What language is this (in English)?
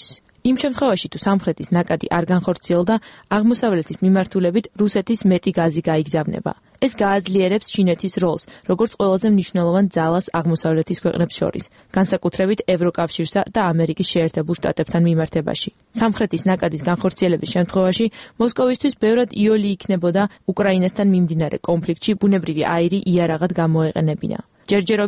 Georgian